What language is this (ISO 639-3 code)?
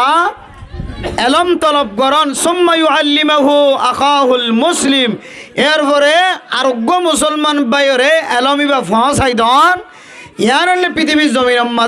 rhg